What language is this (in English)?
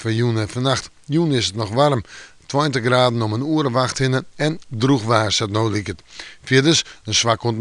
Western Frisian